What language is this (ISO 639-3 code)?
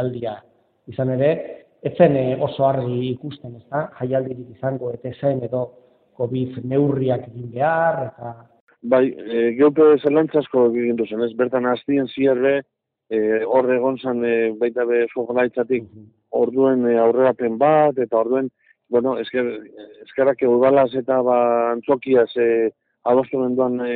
eus